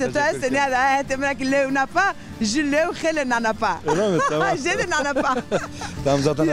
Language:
Zaza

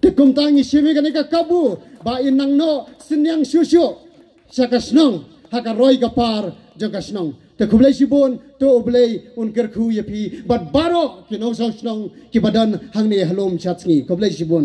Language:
Khasi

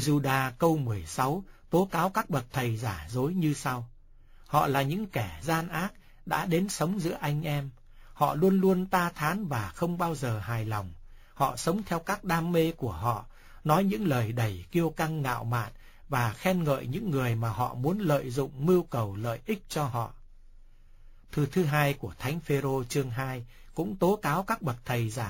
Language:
Vietnamese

